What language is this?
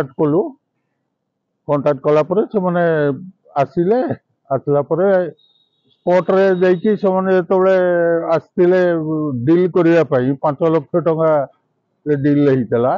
Odia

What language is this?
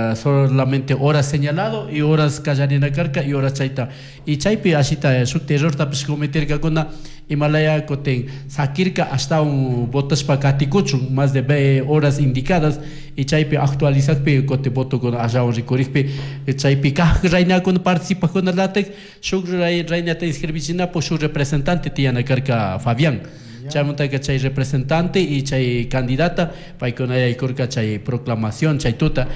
Chimborazo Highland Quichua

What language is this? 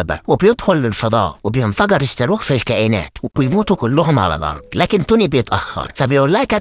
Egyptian Arabic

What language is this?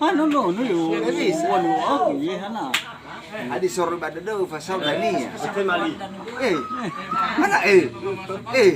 Nias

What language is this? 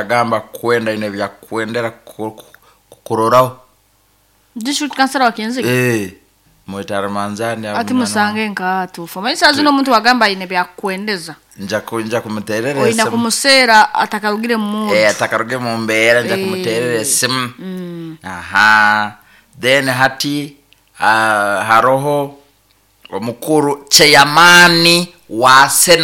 Nyoro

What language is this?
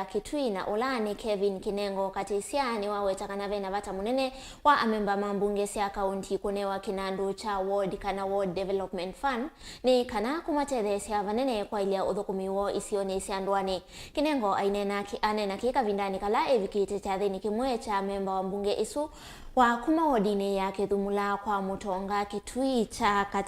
Kamba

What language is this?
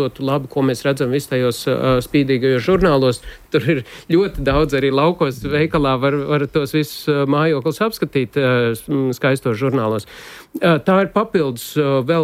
Latvian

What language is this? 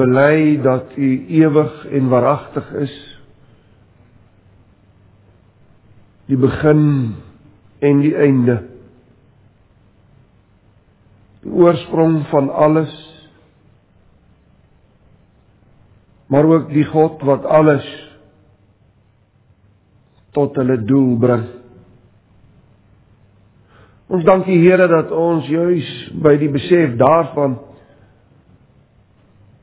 Afrikaans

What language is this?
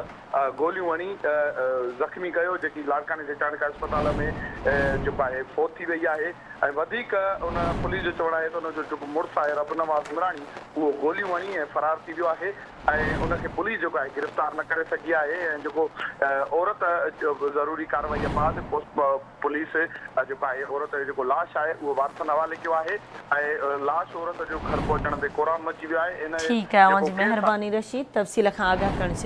Sindhi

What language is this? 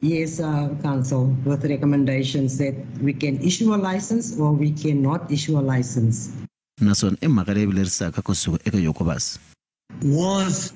Tsonga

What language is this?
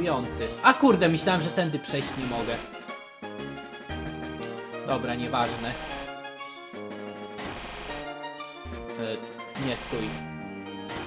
Polish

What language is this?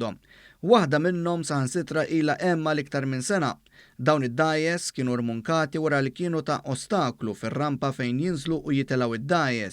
Maltese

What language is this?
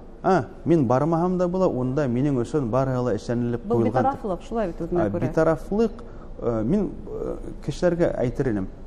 Bashkir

